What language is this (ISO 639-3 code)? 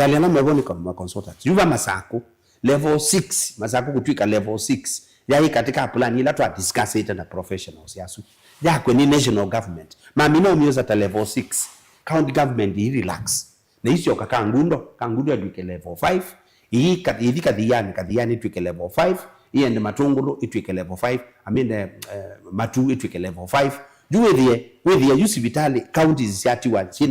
kam